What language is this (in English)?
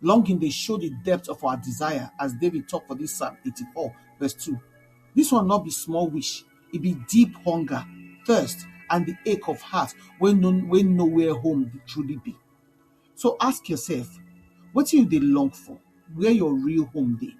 Nigerian Pidgin